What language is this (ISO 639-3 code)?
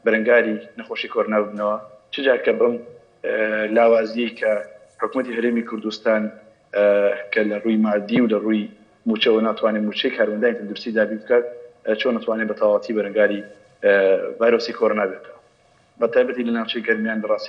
ckb